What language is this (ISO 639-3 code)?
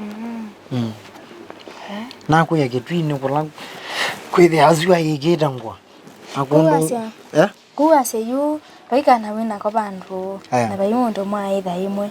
kam